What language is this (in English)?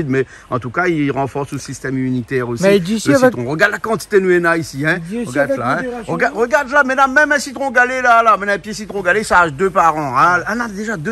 Réunion Creole French